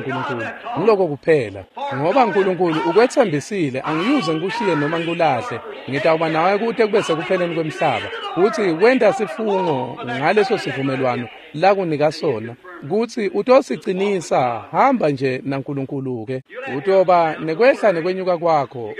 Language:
Swati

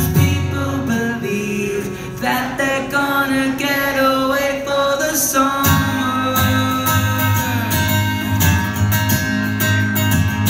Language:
English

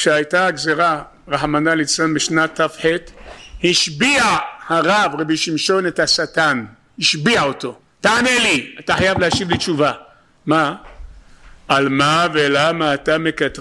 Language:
Hebrew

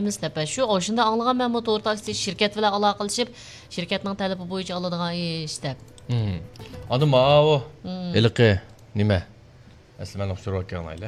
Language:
Uyghur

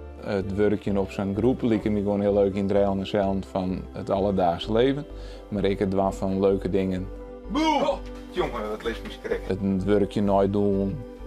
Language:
Western Frisian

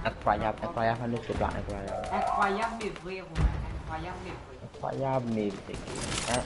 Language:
Morisyen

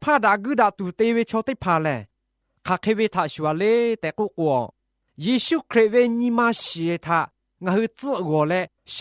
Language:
Lahu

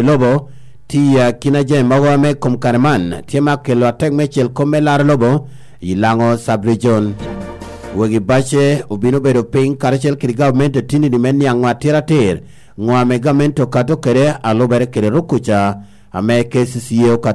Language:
Lango (Uganda)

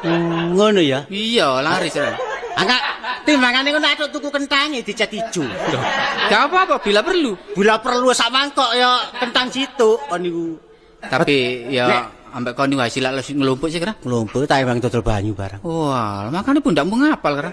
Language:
Javanese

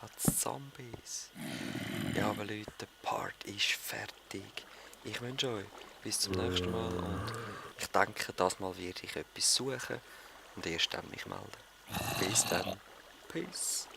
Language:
Swiss German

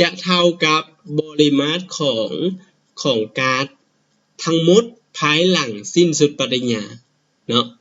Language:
Lao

